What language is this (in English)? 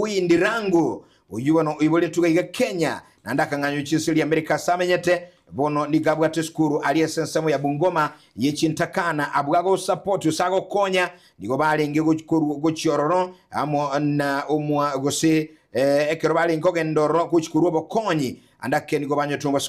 Gusii